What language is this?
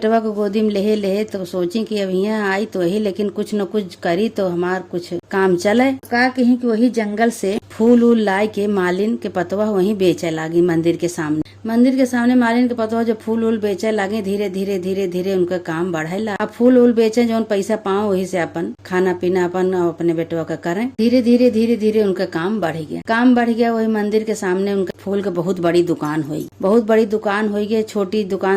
Awadhi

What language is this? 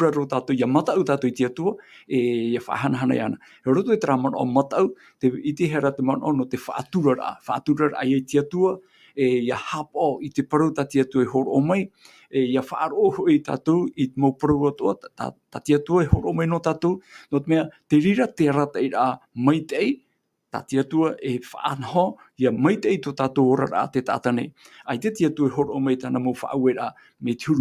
Tahitian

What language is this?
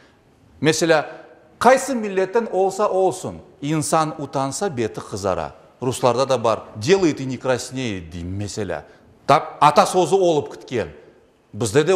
Crimean Tatar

